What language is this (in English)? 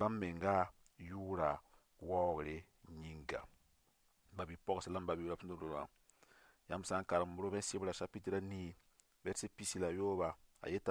Mossi